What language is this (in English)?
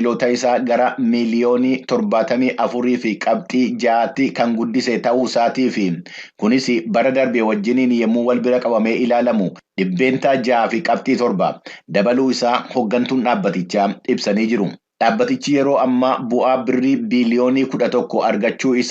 Oromo